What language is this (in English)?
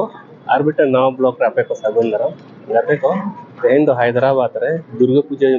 Santali